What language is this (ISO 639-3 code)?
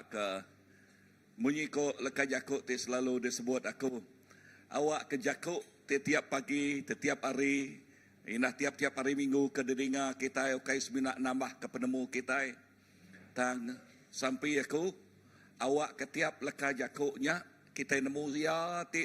iba